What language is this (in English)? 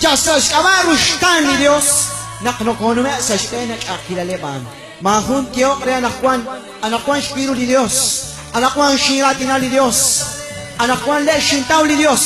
Kekchí